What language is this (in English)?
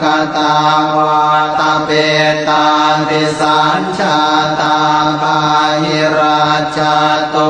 Pali